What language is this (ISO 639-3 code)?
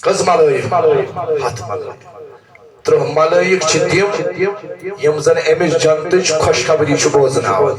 kas